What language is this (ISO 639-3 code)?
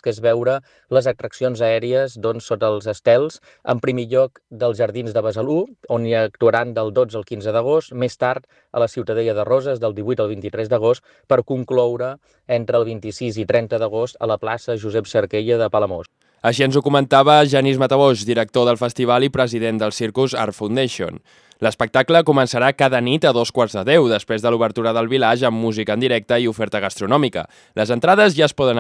cat